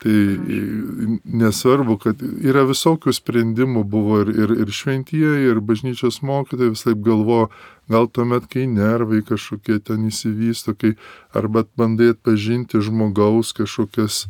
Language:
Lithuanian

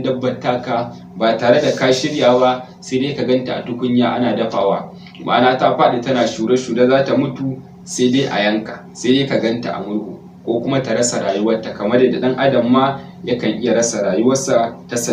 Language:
Hausa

